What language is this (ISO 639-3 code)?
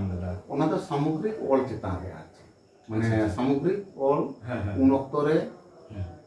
sat